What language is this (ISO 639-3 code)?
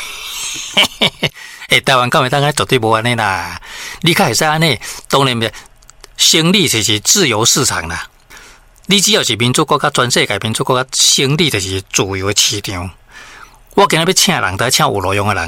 nan